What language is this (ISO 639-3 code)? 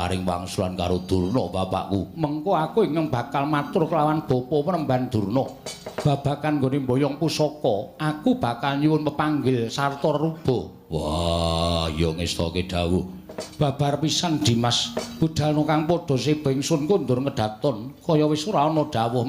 jav